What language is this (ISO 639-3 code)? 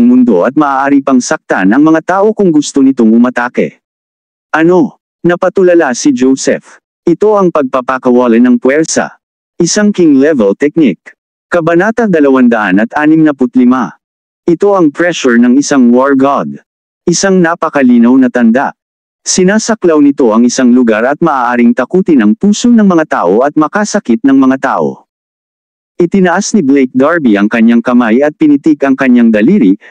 fil